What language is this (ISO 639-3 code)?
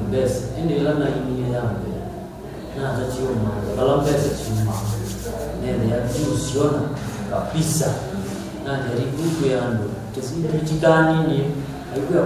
kam